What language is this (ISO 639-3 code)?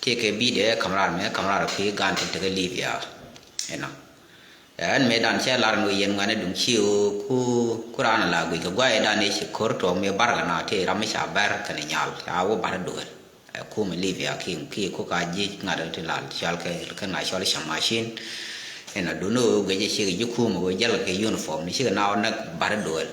nus